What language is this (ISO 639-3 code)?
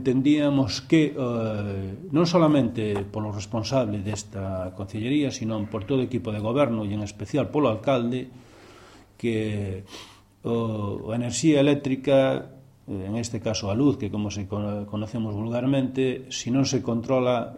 glg